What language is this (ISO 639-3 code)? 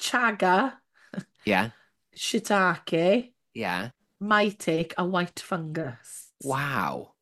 cym